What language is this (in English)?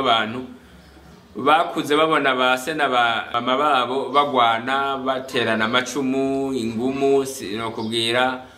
Rundi